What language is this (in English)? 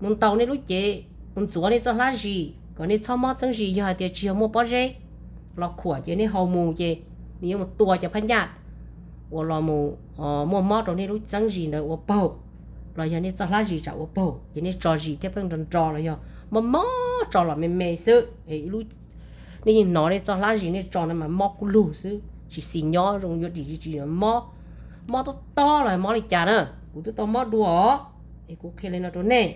Hmong